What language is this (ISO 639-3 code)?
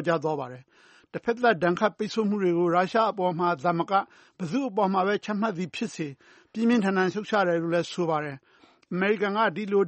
mya